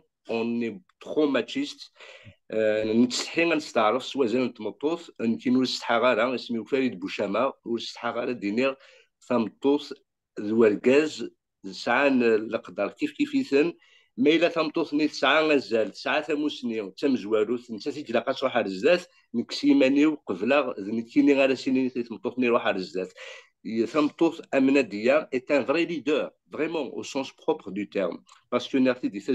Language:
Kabyle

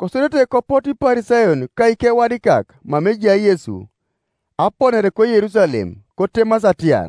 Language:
Teso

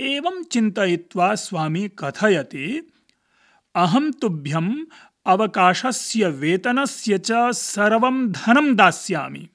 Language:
Sanskrit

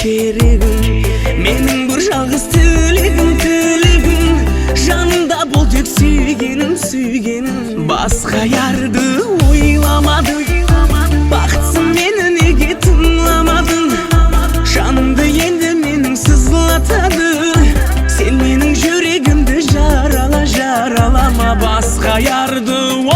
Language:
Kara-Kalpak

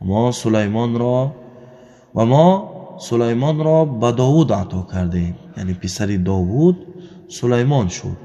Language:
Tajik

